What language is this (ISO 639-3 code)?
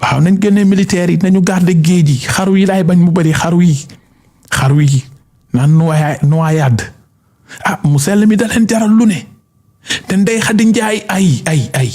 wol